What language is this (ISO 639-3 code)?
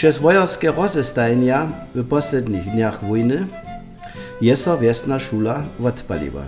hsb